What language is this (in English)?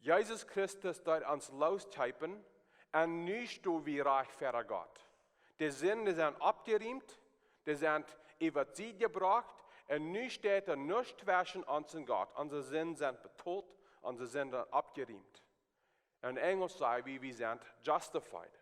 Plautdietsch